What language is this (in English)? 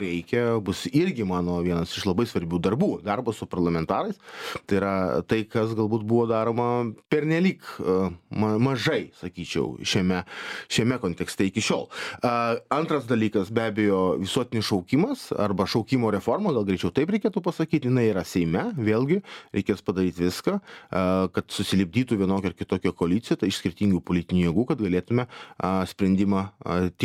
Lithuanian